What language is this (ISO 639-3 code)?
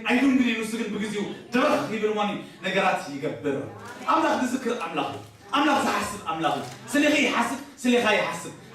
tir